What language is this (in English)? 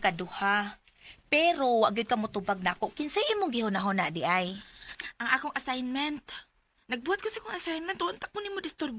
Cebuano